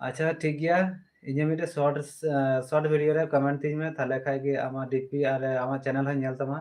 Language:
Santali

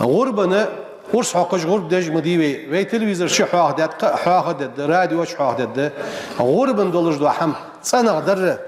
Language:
Ingush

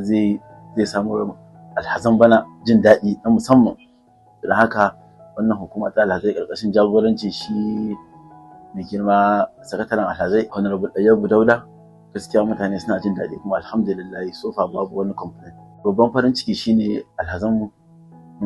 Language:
Hausa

